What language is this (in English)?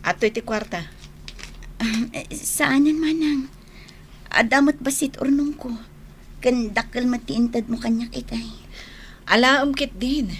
Iloko